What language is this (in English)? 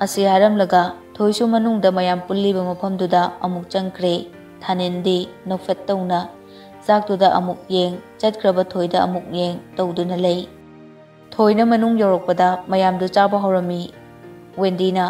Manipuri